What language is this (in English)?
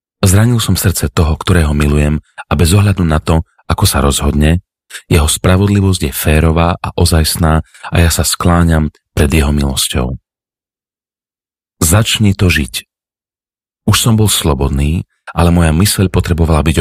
Slovak